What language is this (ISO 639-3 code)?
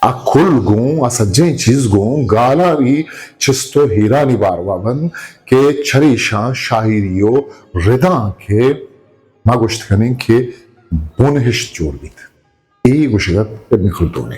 bgp